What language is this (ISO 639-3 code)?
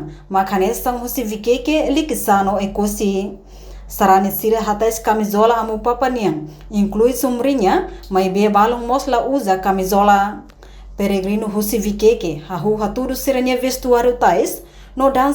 tet